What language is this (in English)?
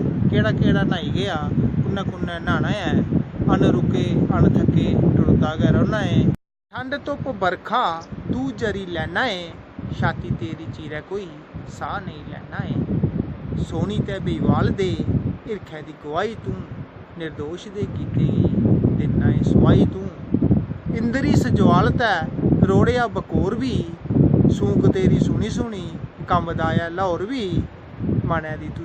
Dogri